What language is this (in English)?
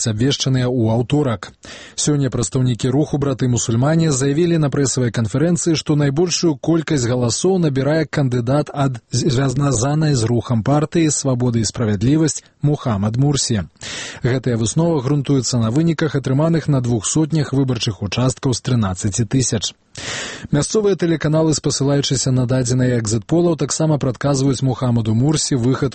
Belarusian